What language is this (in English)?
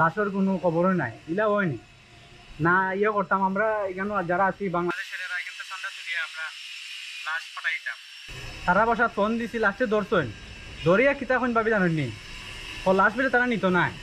Sylheti